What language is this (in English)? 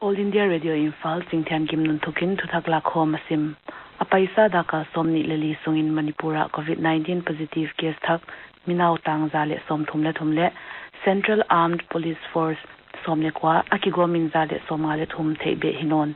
Paite Chin